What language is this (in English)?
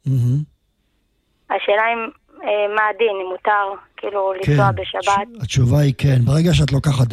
Hebrew